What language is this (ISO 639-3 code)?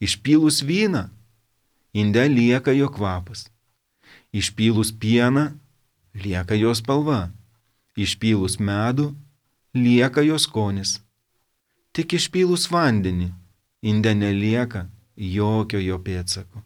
lit